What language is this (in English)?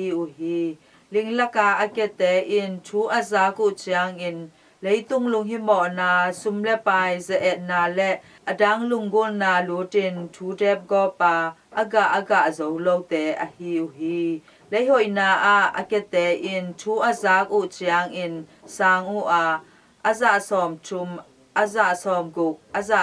Tedim Chin